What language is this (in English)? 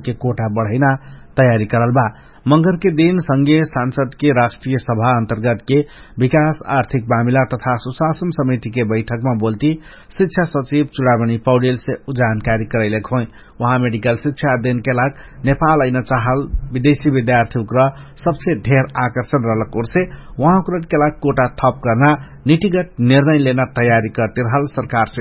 Dangaura Tharu